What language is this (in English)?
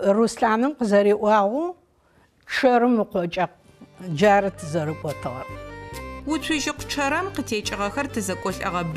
Adyghe